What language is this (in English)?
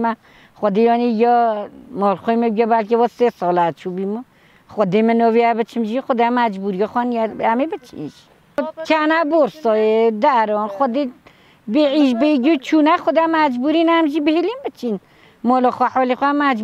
Kurdish